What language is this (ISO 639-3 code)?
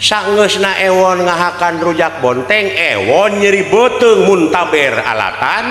sun